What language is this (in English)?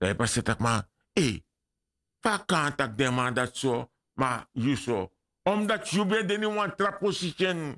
Sranan Tongo